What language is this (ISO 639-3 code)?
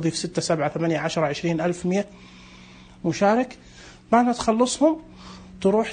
ars